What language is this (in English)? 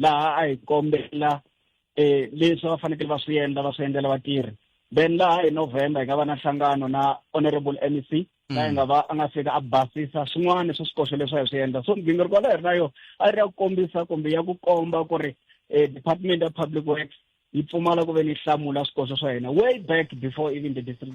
Tsonga